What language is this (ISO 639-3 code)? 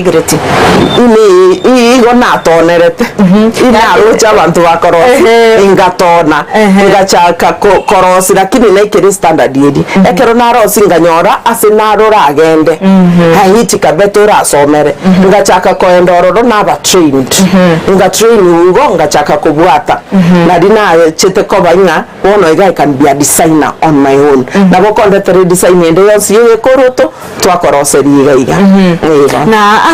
guz